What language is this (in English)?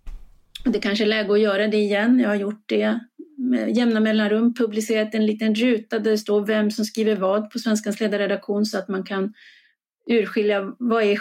Swedish